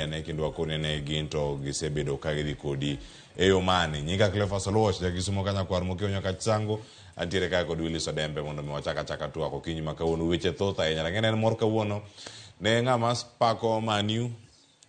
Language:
Luo (Kenya and Tanzania)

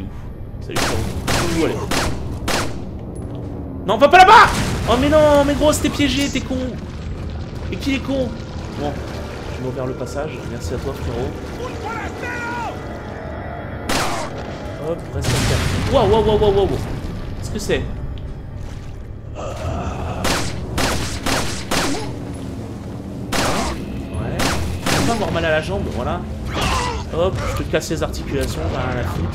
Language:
French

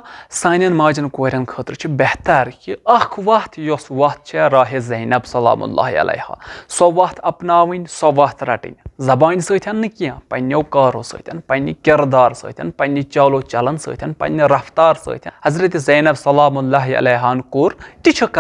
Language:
Kashmiri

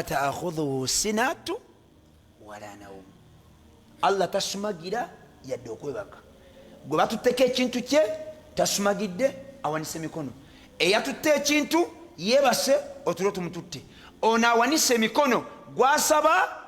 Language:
Ganda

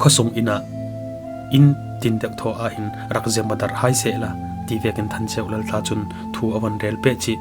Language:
Falam Chin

